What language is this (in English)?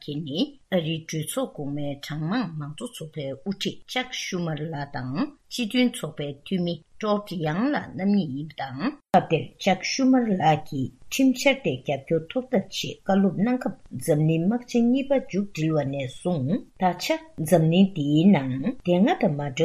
Tibetan